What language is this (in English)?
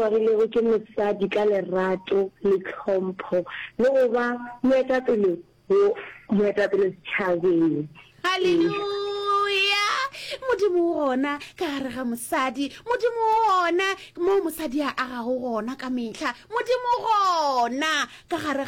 Northern Sotho